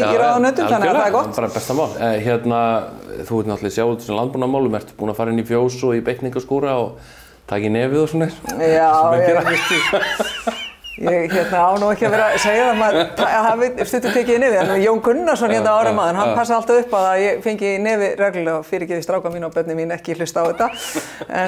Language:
Icelandic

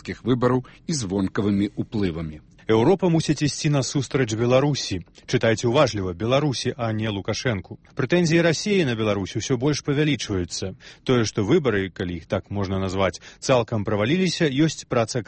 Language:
Belarusian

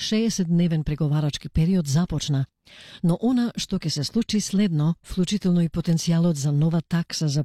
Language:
Macedonian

